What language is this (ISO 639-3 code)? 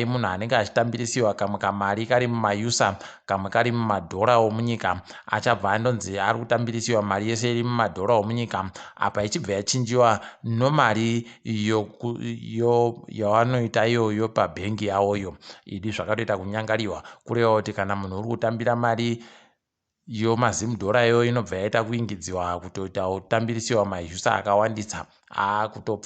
ndc